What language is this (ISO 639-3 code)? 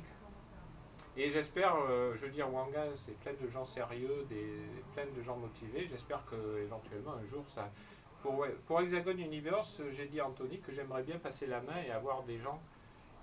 fra